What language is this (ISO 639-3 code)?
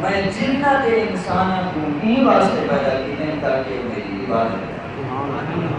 skr